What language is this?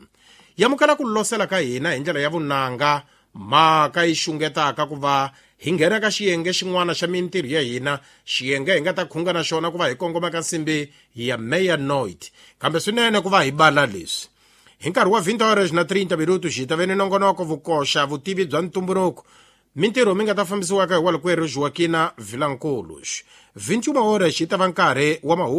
Tsonga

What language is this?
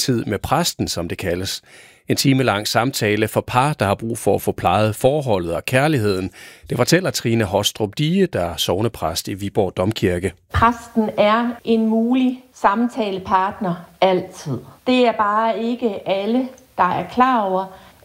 Danish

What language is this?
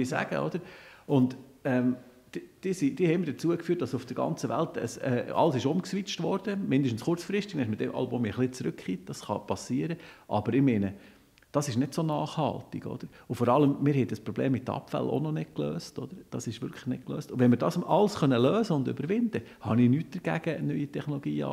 Swiss German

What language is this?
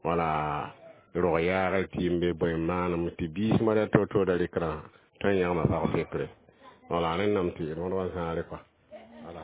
Mossi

